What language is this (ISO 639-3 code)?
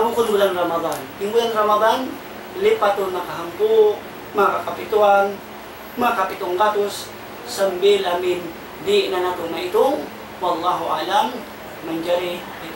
tsg